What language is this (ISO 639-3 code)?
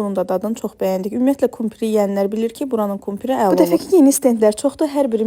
aze